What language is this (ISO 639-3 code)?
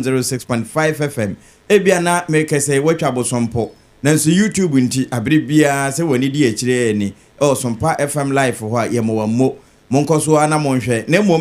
aka